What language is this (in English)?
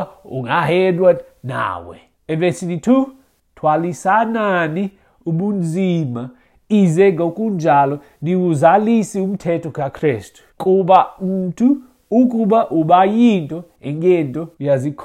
Xhosa